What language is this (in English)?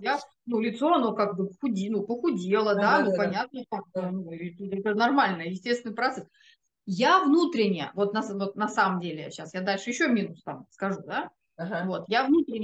Russian